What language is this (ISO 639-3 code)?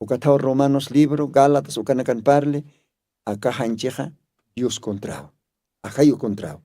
aym